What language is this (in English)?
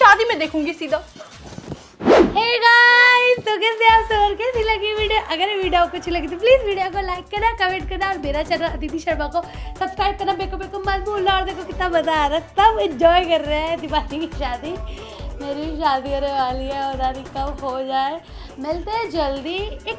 Hindi